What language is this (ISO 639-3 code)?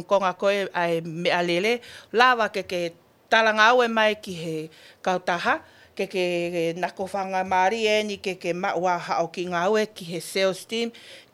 ton